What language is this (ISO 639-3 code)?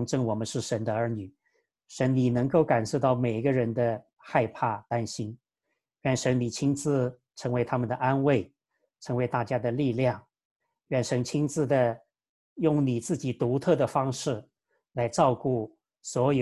zho